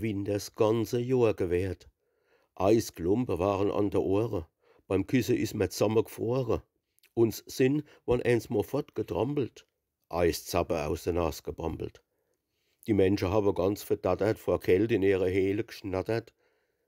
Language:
Palatine German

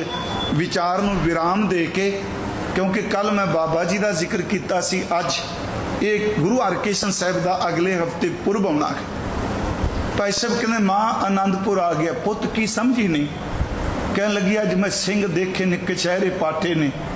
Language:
Punjabi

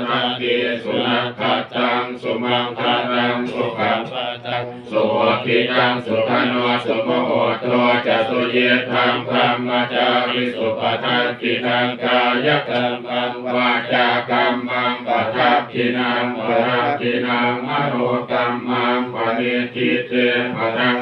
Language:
Pali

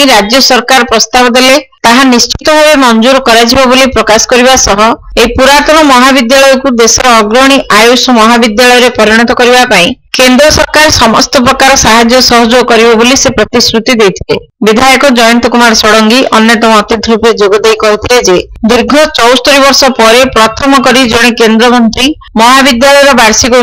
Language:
Odia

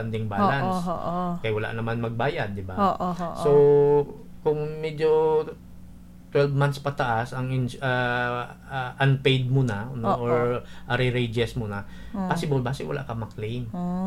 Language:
Hiligaynon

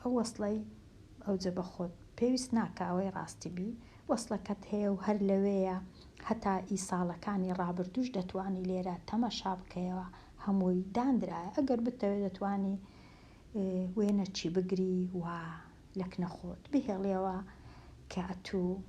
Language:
Central Kurdish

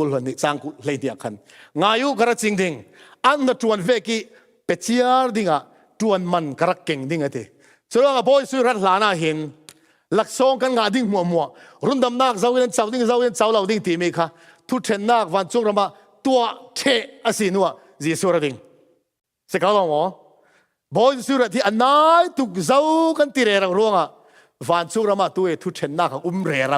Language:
Falam Chin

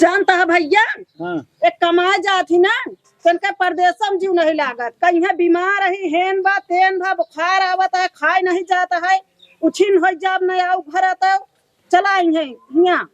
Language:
Awadhi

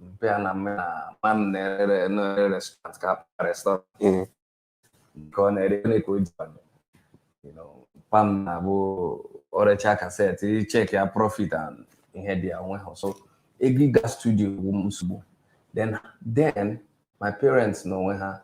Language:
Igbo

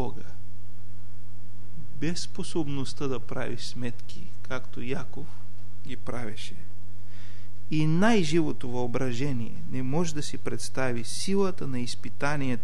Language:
Bulgarian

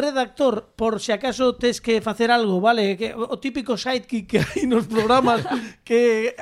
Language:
Galician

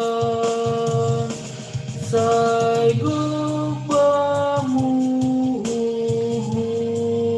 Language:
Batak Simalungun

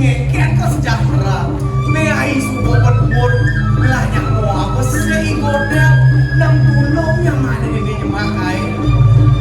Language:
Balinese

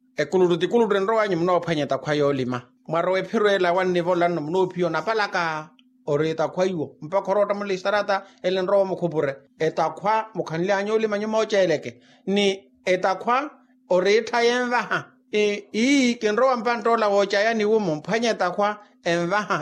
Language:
Makhuwa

